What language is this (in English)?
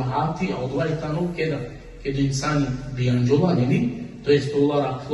Balkan Romani